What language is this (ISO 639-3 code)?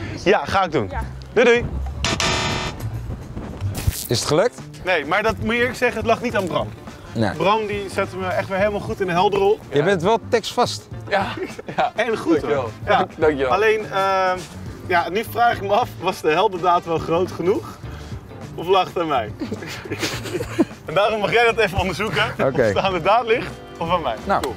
nld